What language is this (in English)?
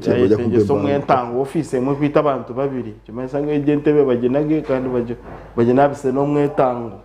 Nyankole